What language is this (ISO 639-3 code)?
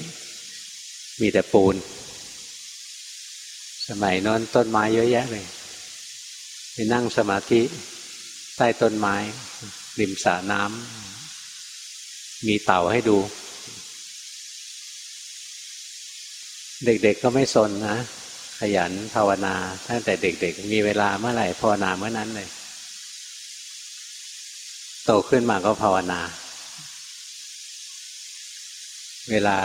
tha